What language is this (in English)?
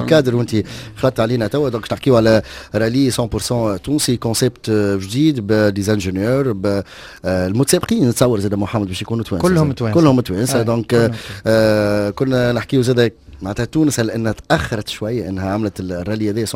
Tunisian Arabic